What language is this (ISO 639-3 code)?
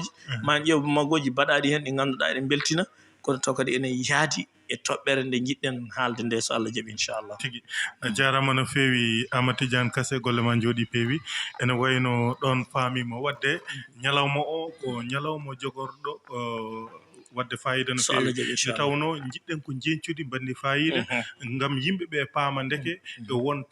ful